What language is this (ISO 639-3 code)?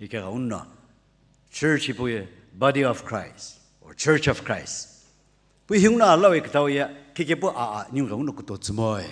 nsm